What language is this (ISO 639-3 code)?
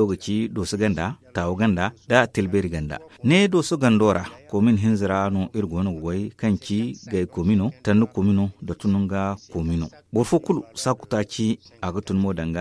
dje